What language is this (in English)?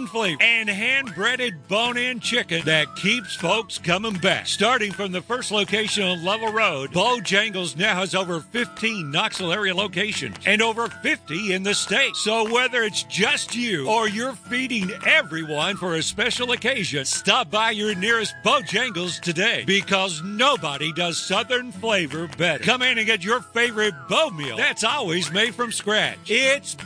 English